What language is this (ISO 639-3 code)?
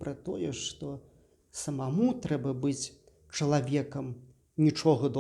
bel